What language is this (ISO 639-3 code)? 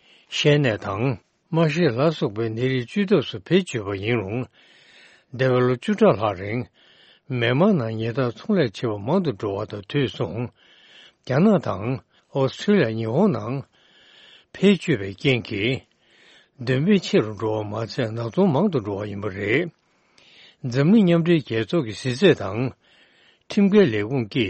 bod